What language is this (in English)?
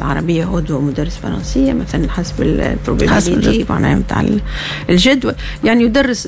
Tunisian Arabic